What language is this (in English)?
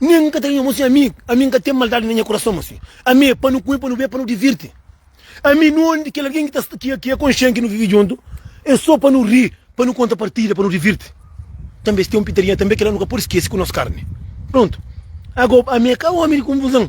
Kabuverdianu